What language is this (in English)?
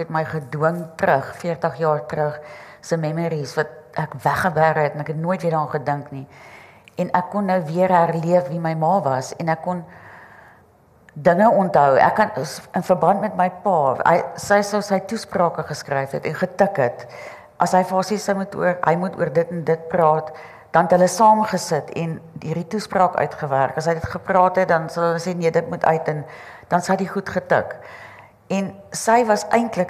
Afrikaans